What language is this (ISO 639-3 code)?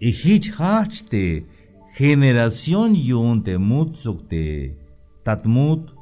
tzh